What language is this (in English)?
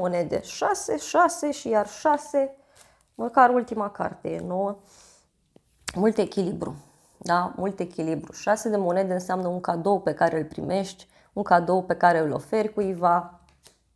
Romanian